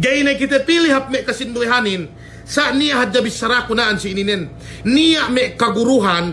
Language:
Yakan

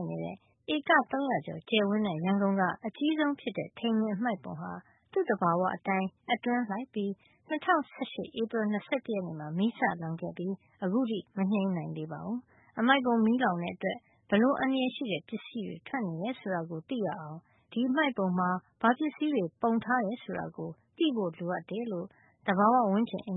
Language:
Burmese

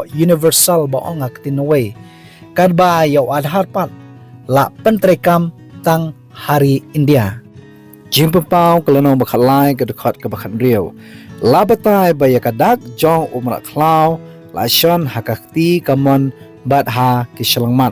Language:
Khasi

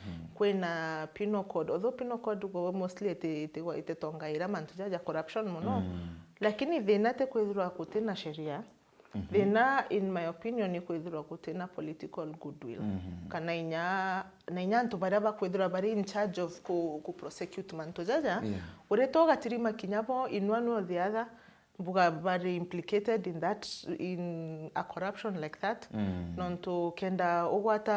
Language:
Meru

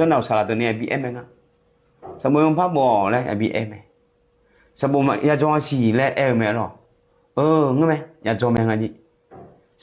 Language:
Akha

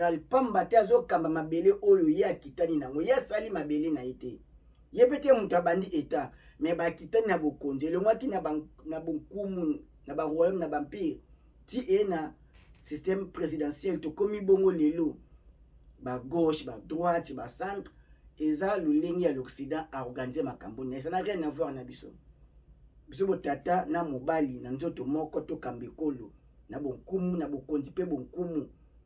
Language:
Lingala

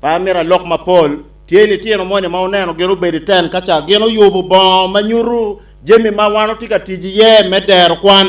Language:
Acoli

